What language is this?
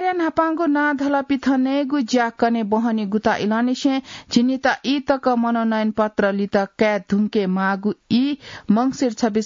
Newari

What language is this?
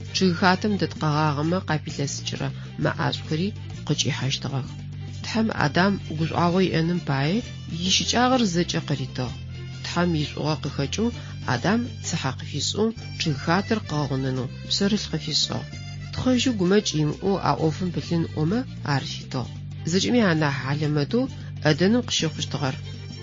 Adyghe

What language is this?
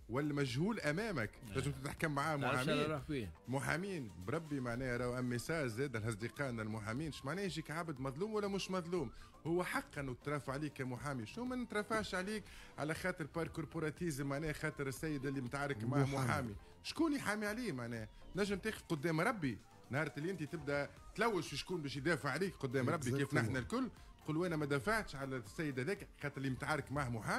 Tunisian Arabic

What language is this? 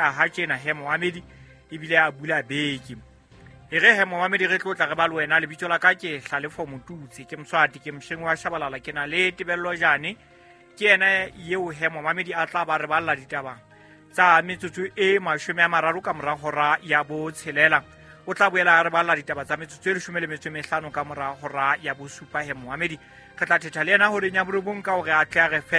Southern Sotho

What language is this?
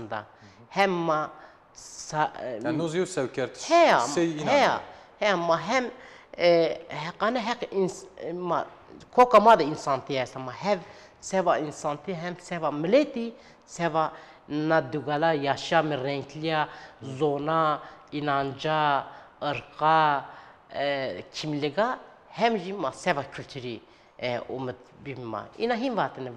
Zaza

